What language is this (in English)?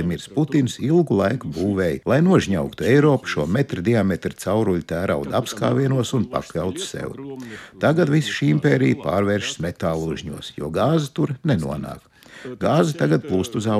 Latvian